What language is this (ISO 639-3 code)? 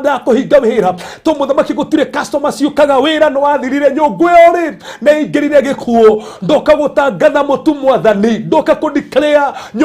kik